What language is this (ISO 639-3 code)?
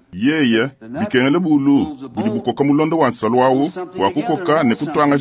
lua